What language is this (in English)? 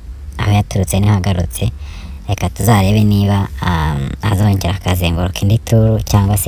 Kinyarwanda